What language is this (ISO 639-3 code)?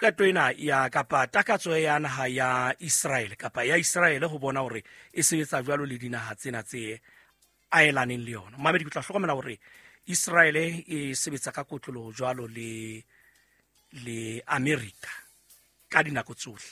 sot